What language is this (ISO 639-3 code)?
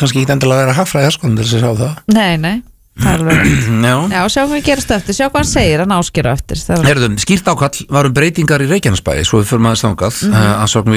isl